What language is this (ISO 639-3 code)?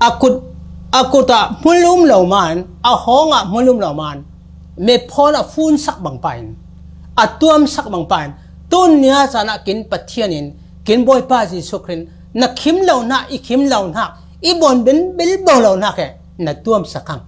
cfm